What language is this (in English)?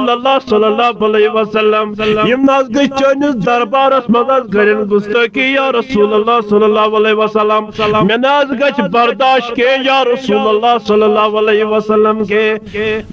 Kashmiri